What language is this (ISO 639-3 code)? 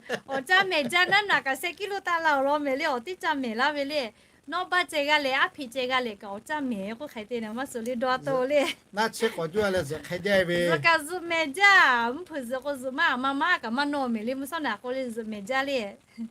lhu